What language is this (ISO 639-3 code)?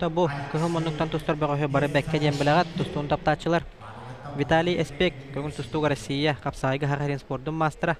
sah